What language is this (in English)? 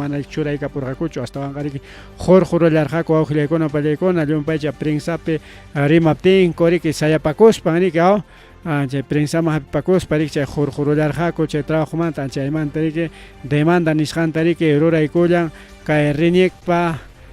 Ayacucho Quechua